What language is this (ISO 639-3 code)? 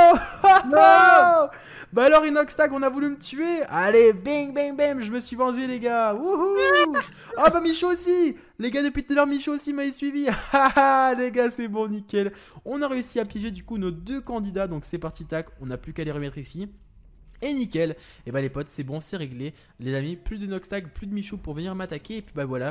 fra